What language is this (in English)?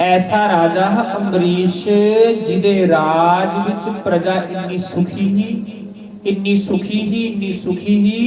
Dogri